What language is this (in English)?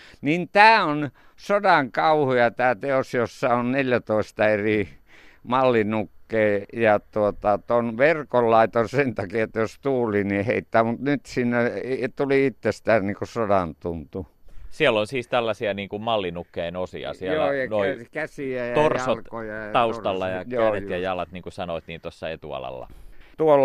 Finnish